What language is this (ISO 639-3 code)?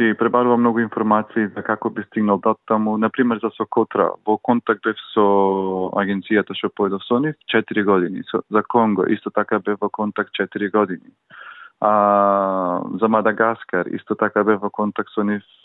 mkd